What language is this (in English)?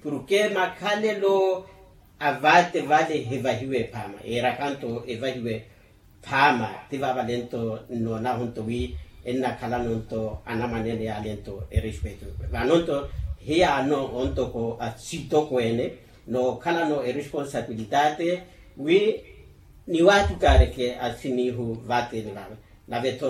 Makhuwa